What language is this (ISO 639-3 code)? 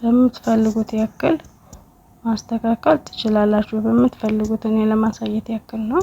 amh